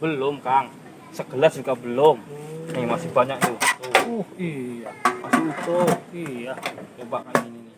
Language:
Betawi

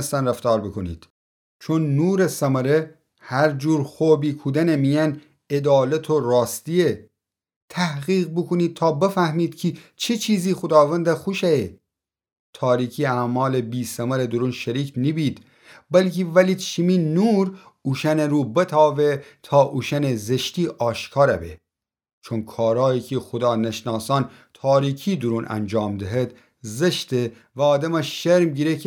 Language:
Gilaki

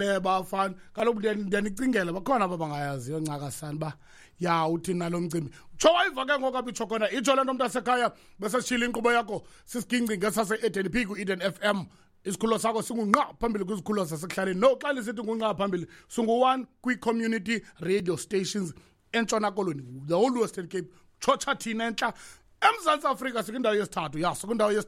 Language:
Xhosa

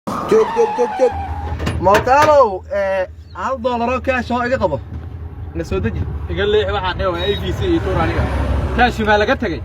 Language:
Somali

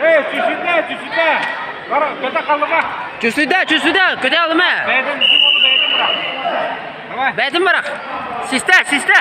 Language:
Yakut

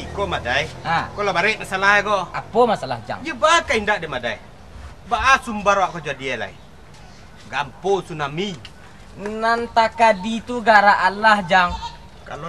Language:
Minangkabau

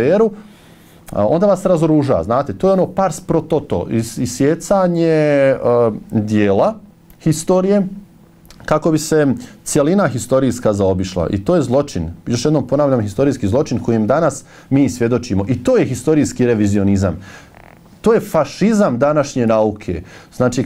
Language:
Bosnian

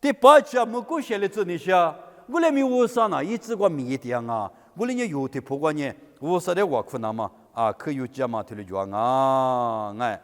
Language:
Lisu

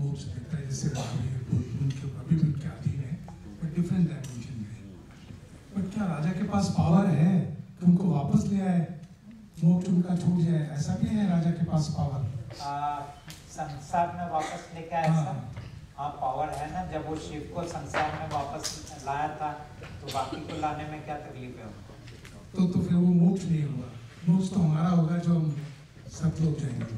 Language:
Hindi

